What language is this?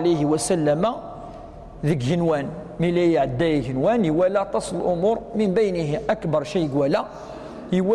Kabyle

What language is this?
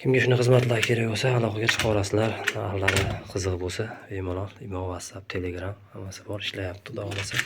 Uzbek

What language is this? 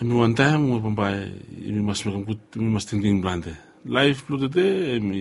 Bislama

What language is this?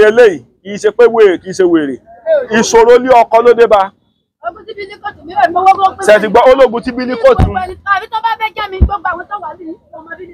Yoruba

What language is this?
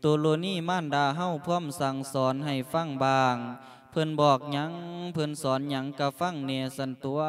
Lao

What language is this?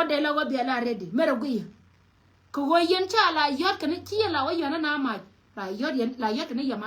Nuer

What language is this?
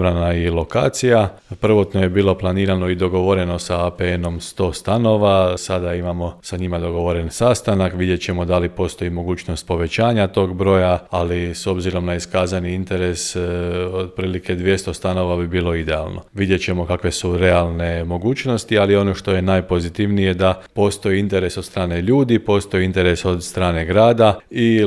Serbian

